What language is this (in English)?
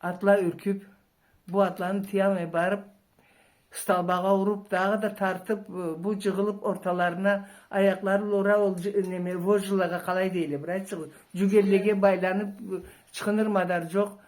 Karachay-Balkar